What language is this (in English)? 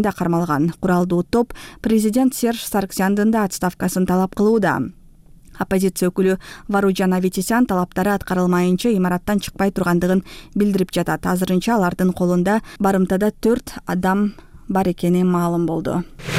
Kyrgyz